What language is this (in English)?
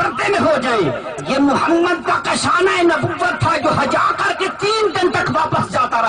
Saraiki